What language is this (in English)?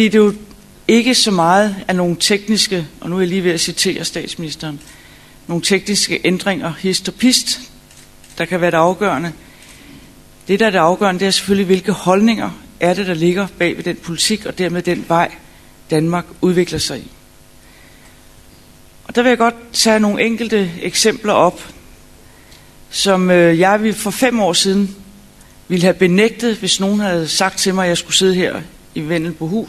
Danish